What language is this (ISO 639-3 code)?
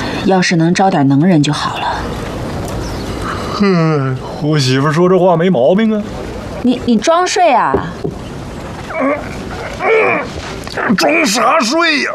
zho